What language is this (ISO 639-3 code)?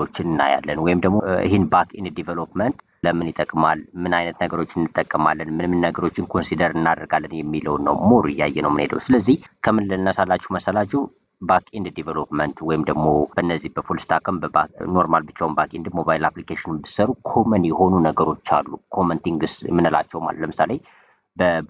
amh